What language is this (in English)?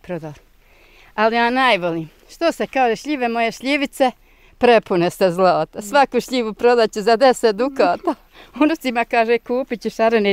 Bosnian